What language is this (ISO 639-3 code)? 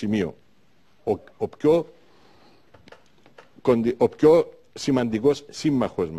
ell